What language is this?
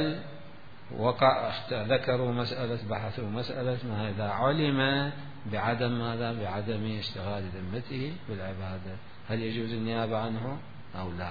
Mesopotamian Arabic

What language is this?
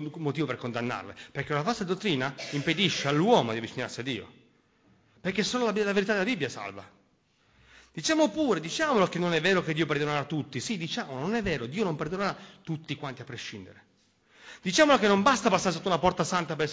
Italian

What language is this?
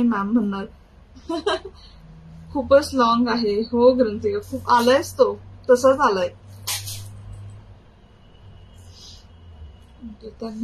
Marathi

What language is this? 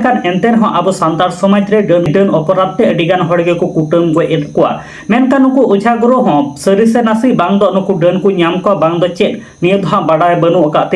Santali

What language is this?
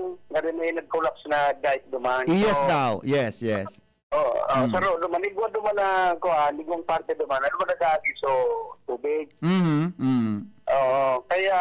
Bikol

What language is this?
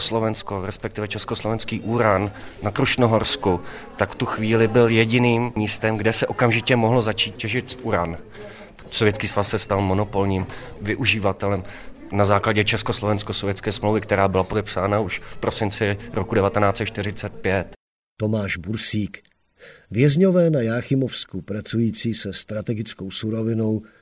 Czech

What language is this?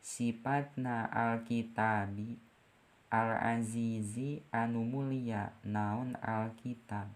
Sundanese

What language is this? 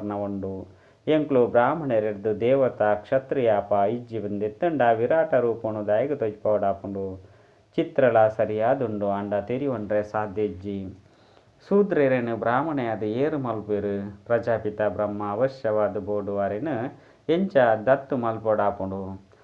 Tulu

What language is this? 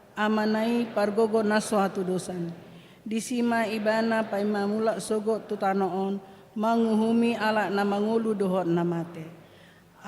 Batak Toba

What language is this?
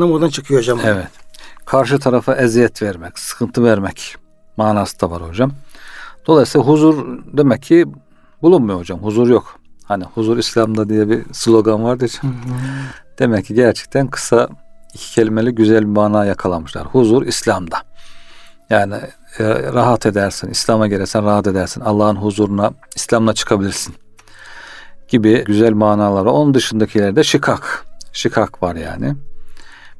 Turkish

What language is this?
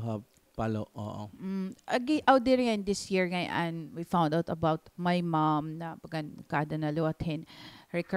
Waray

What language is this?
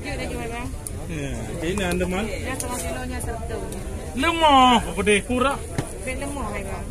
Achinese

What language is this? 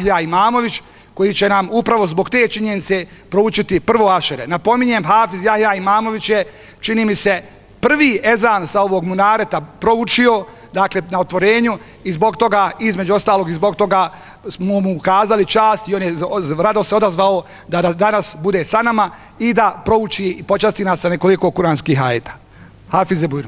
Bosnian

